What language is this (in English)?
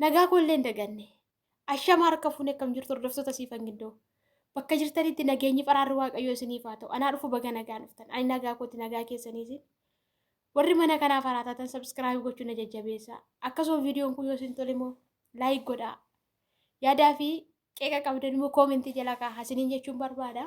Oromo